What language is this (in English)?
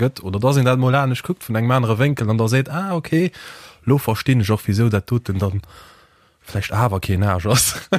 Luxembourgish